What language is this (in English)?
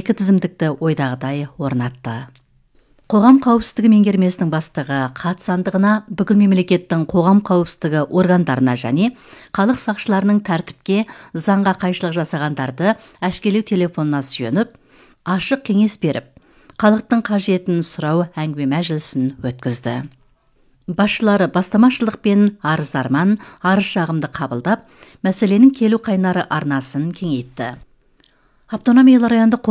Kazakh